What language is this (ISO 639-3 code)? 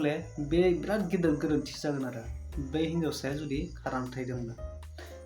brx